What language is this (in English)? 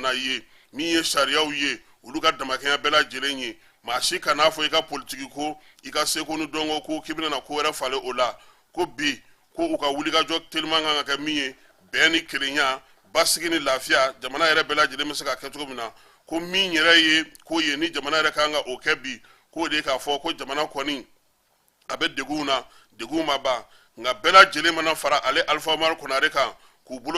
Bambara